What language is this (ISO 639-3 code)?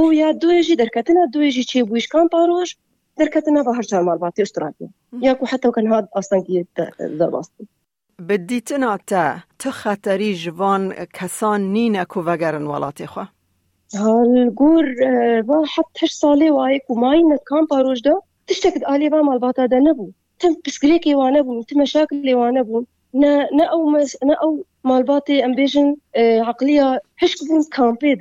kur